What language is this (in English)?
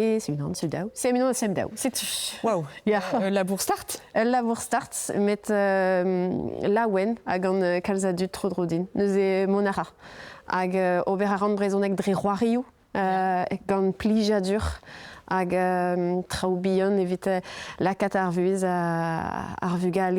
Breton